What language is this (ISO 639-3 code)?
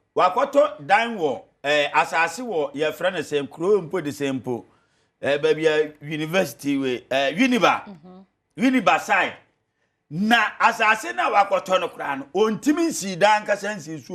aka